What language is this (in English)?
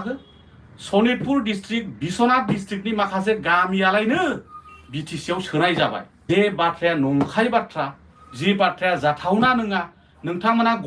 Bodo